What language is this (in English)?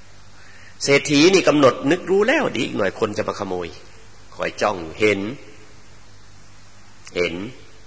Thai